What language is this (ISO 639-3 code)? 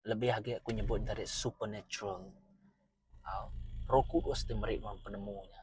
iba